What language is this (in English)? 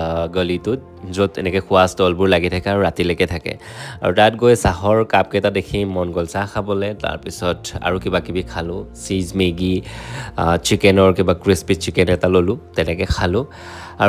Assamese